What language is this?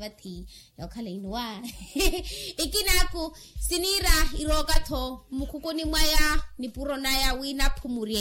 Makhuwa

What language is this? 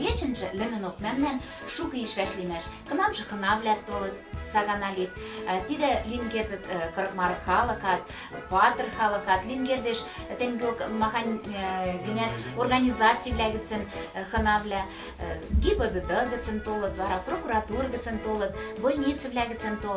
Western Mari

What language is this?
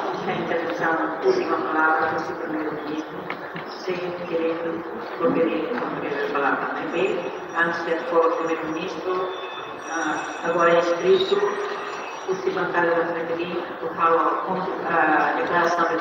Tetum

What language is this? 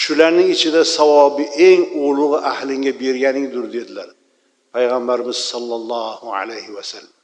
Uzbek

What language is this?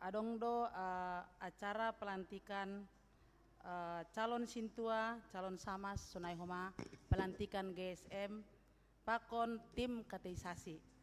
Batak Simalungun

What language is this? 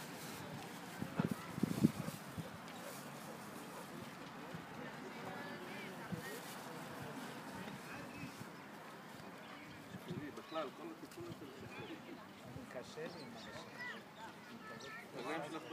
Hebrew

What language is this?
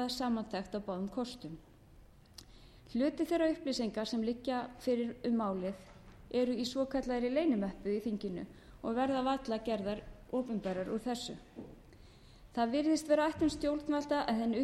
Icelandic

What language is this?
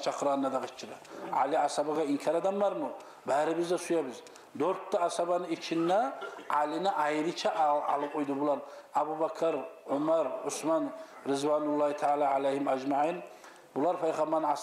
Kumyk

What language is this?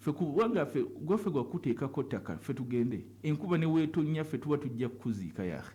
Ganda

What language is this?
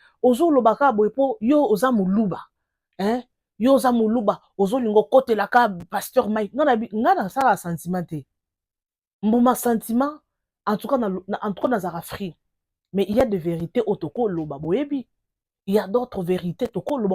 Lingala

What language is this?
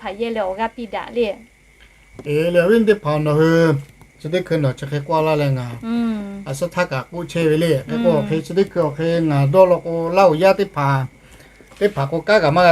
Lahu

